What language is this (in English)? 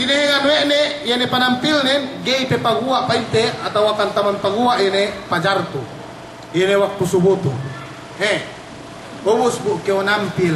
Yakan